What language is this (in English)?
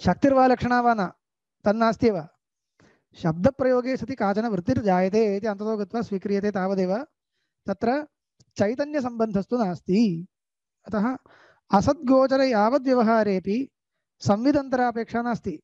Sanskrit